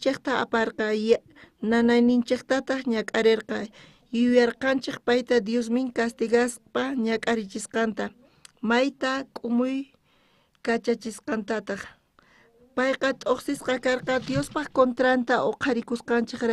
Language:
South Bolivian Quechua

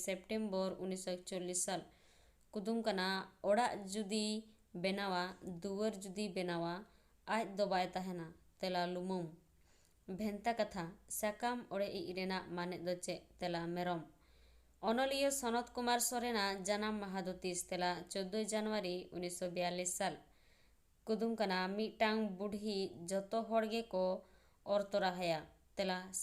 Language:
Santali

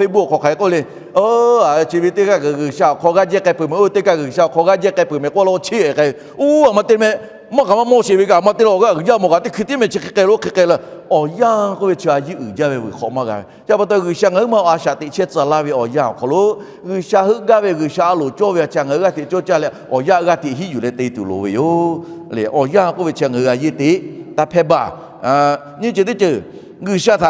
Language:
Lahu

